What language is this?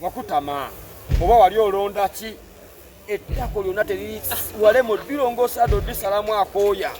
Ganda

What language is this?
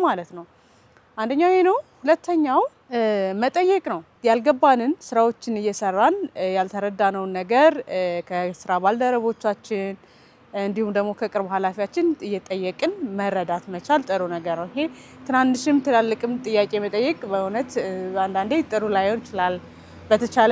Amharic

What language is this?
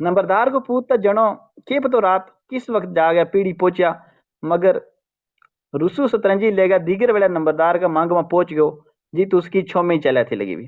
Gujari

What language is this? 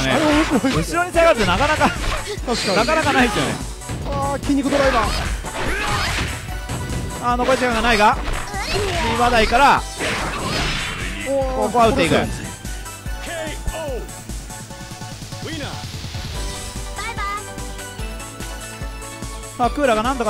Japanese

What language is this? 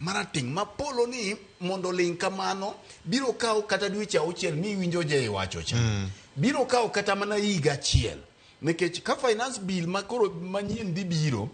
Luo (Kenya and Tanzania)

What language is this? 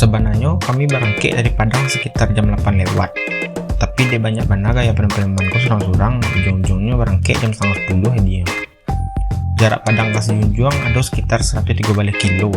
Minangkabau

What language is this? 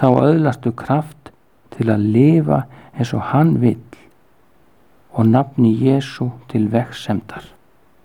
Icelandic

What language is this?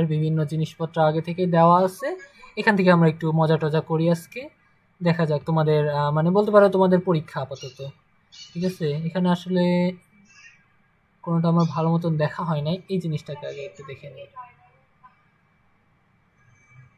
Bangla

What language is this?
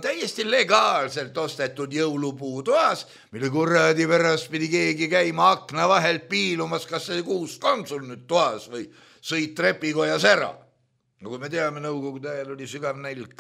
Estonian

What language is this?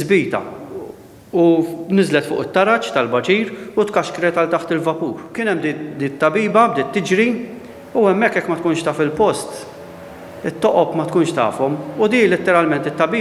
Maltese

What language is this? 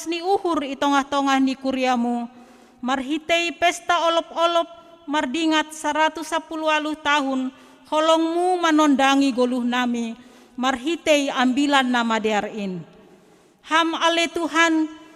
Batak Simalungun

